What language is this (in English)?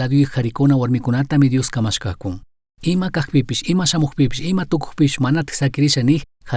Chimborazo Highland Quichua